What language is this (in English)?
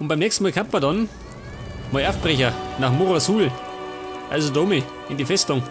Bavarian